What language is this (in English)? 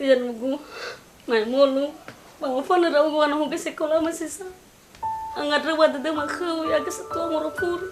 Nias